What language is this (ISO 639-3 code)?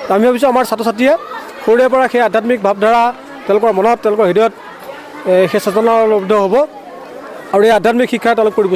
asm